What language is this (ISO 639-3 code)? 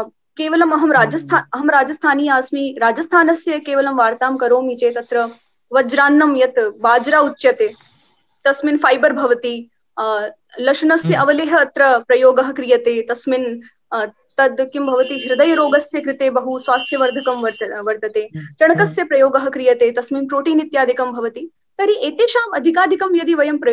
san